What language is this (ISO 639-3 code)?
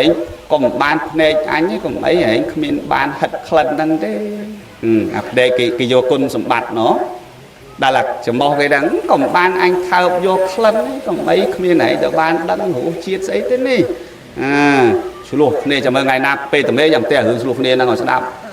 khm